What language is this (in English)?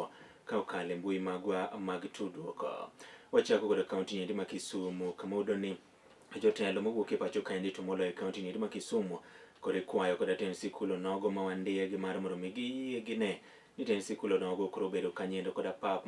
Luo (Kenya and Tanzania)